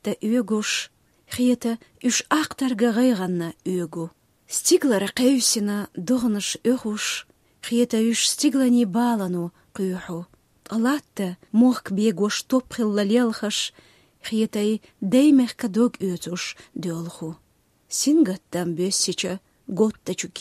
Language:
Chechen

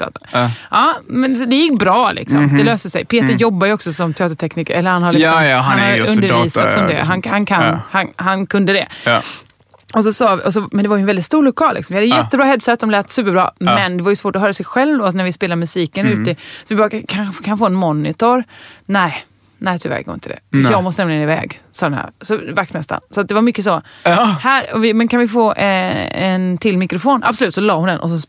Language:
Swedish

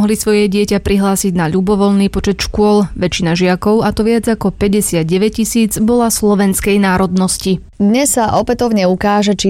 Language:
Slovak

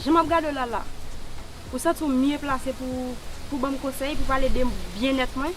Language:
Haitian Creole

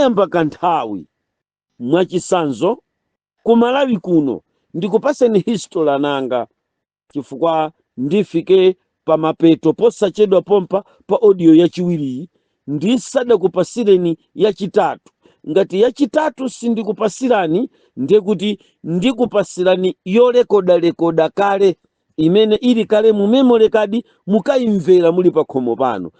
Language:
Nyanja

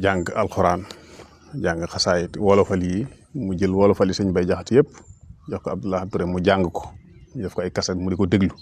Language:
Wolof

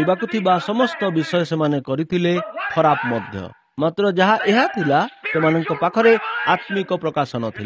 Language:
Odia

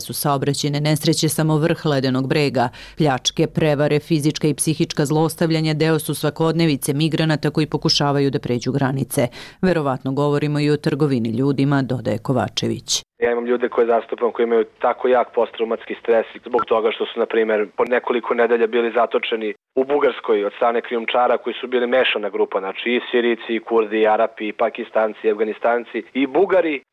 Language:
Serbian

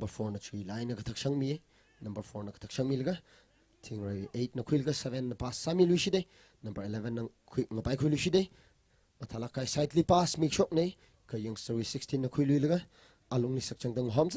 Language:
Tangkhul Naga (India)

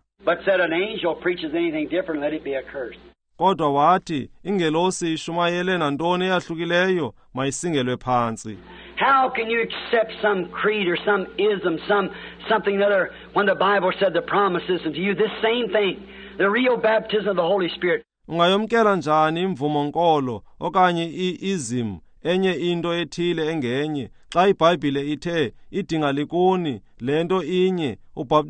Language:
Xhosa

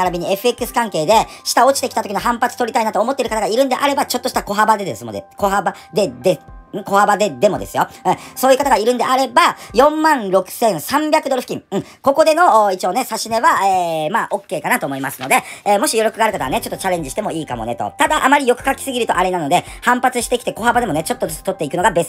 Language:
Japanese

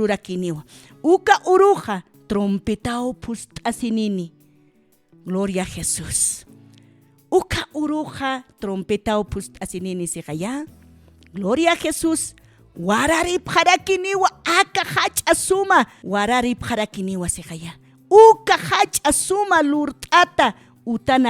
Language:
Aymara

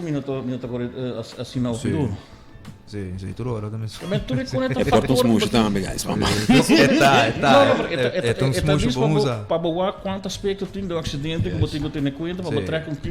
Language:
Papiamento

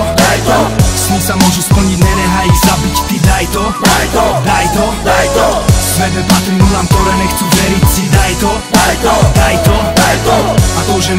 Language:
Slovak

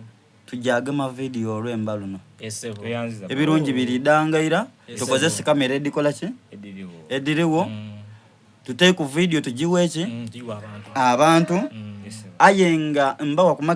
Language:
Soga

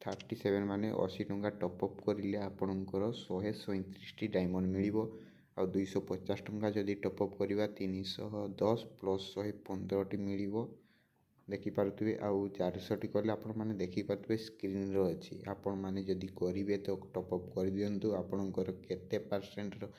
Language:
Odia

